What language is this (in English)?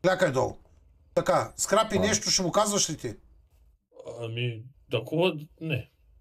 Bulgarian